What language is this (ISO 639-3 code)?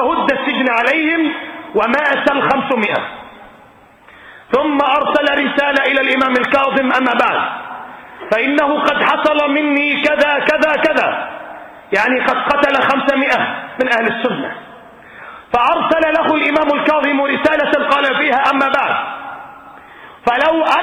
ara